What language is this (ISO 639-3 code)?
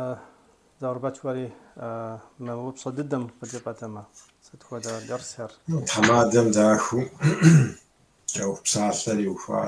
kbd